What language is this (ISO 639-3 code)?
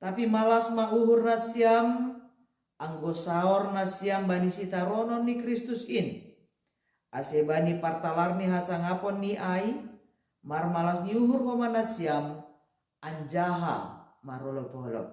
bts